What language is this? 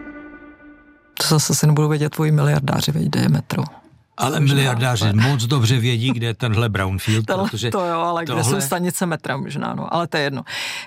Czech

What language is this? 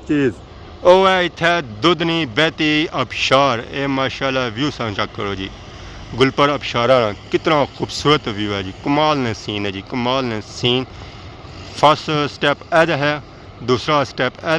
Pahari-Potwari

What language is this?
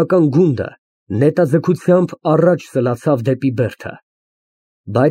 Armenian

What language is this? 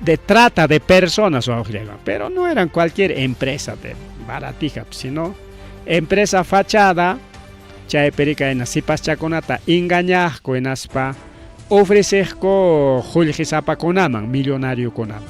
Ayacucho Quechua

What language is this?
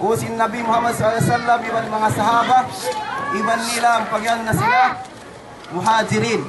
Yakan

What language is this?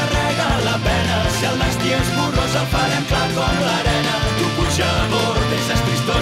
Catalan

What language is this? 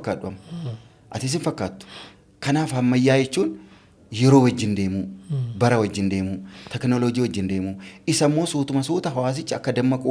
Oromo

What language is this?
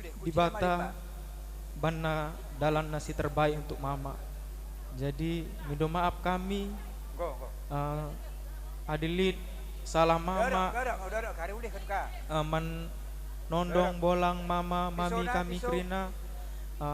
Batak Karo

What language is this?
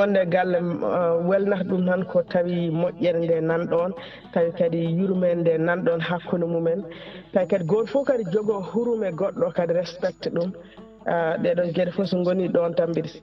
Fula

